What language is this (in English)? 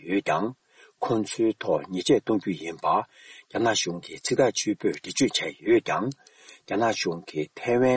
Tibetan